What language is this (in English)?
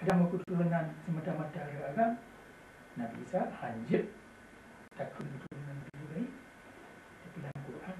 Achinese